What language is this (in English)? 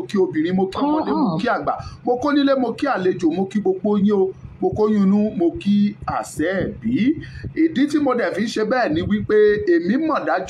Yoruba